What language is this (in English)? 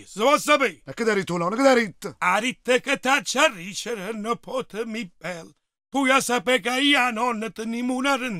Neapolitan